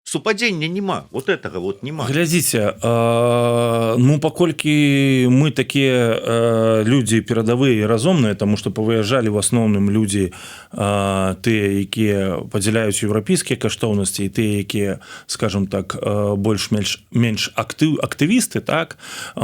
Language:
Belarusian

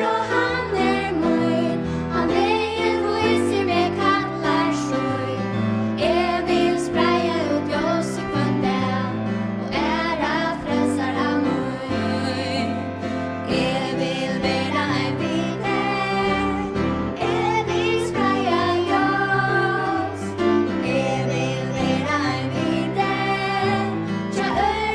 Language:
Faroese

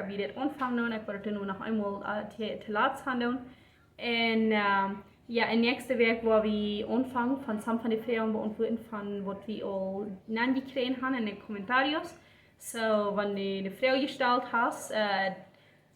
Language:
Plautdietsch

